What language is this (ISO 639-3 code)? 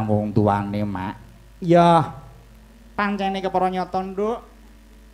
jav